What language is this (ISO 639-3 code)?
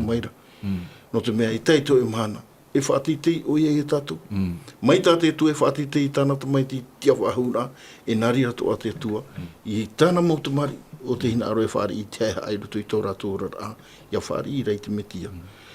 tah